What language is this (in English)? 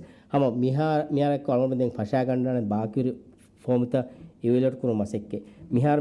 Divehi